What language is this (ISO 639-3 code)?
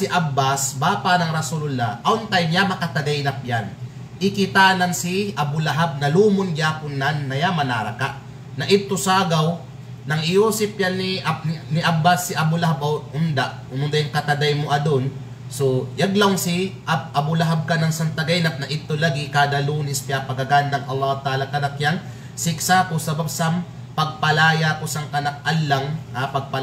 kqe